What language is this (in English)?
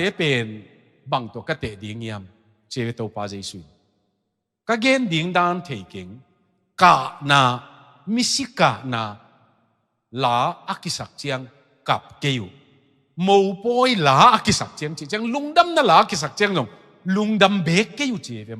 Tedim Chin